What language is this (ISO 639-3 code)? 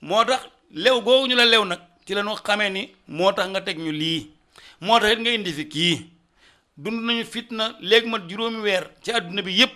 wol